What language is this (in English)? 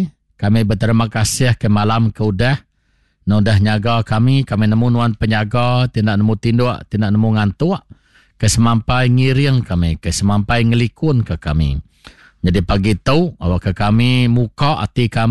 Iban